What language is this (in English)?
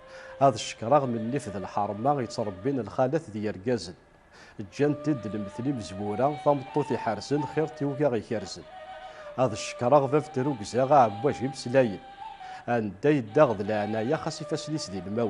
Kabyle